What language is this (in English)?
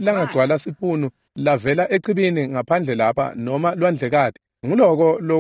Swati